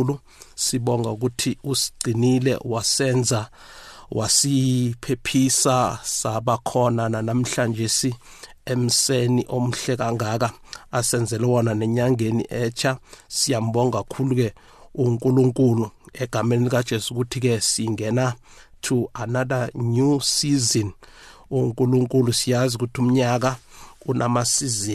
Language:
South Ndebele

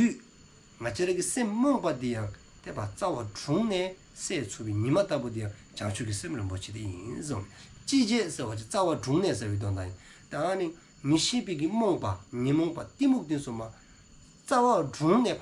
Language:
Dzongkha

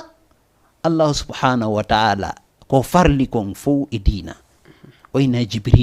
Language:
Fula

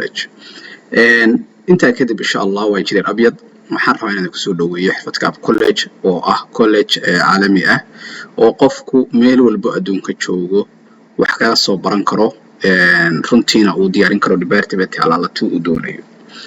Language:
Somali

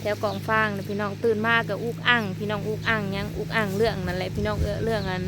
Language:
Northeastern Thai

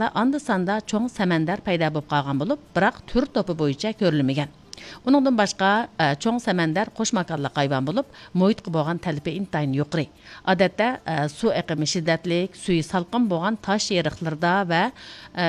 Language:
Uyghur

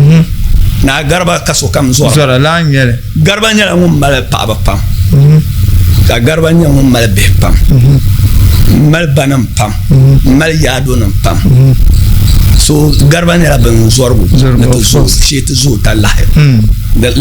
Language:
Dagbani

